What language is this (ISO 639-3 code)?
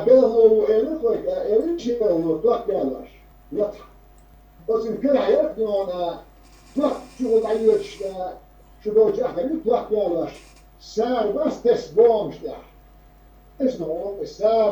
che